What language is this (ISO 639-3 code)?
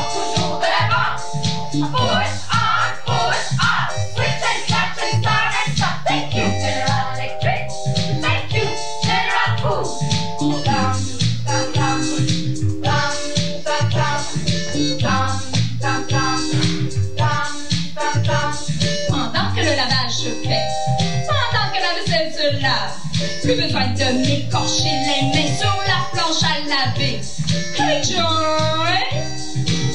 fra